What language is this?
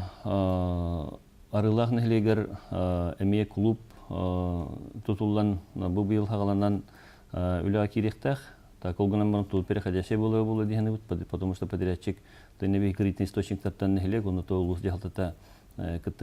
Yakut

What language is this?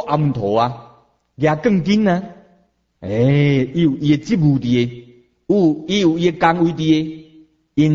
Min Nan Chinese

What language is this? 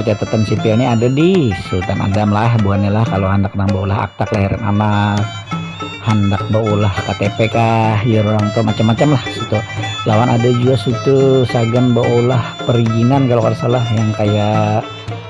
Banjar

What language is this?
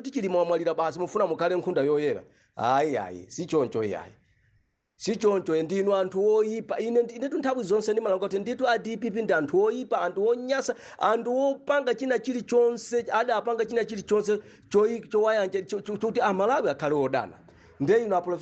Nyanja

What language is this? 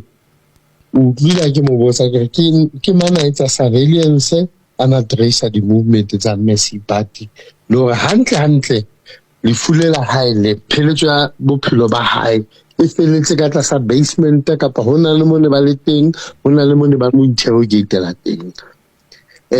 Southern Sotho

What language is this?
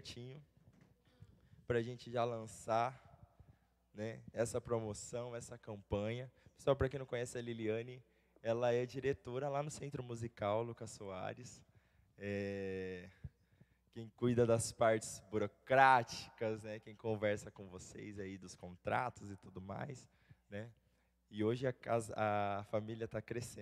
Portuguese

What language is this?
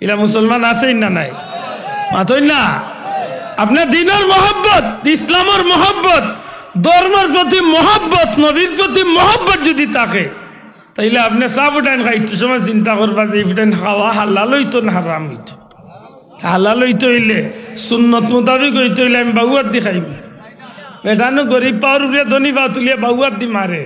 Sylheti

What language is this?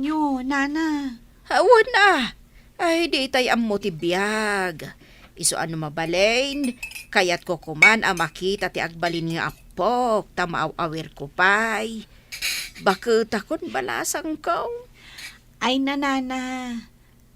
Iloko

